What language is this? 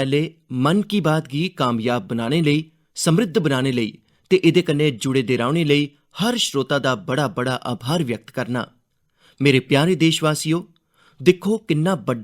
Dogri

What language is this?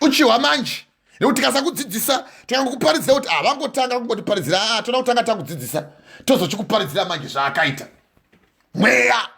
Shona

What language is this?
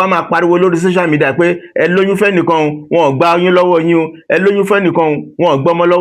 Yoruba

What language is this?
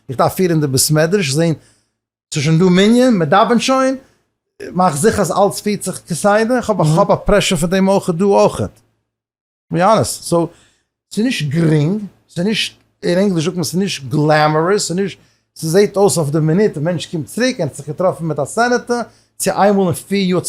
Yiddish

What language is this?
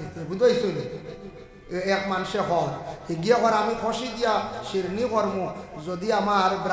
Sylheti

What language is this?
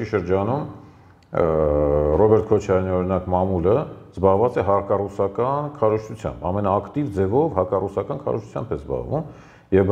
Armenian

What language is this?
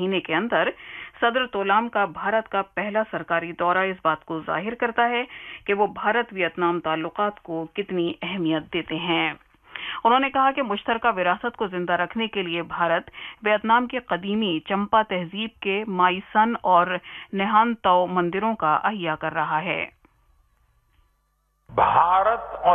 Urdu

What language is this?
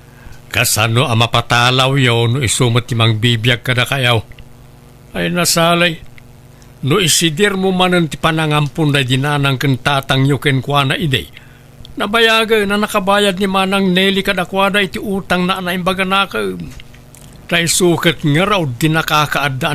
Iloko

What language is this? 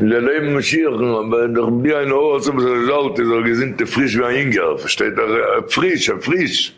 Yiddish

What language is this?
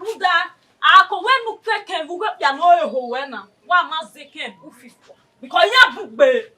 Bini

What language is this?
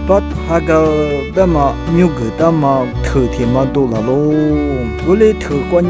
Lisu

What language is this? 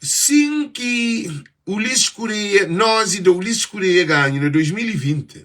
Kabuverdianu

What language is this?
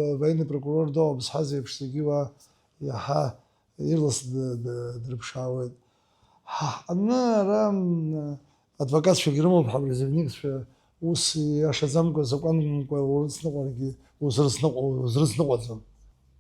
Abkhazian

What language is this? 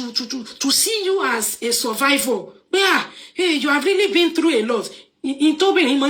Yoruba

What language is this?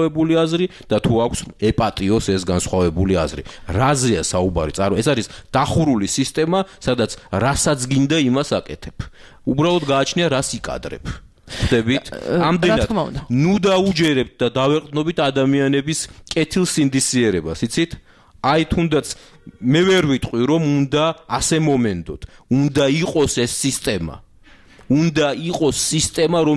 Georgian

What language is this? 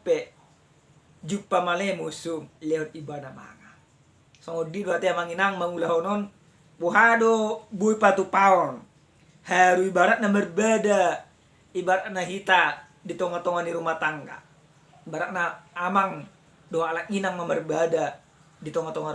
Batak Toba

